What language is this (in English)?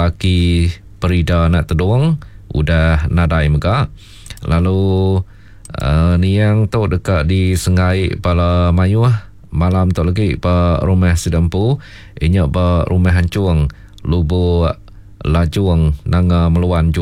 Iban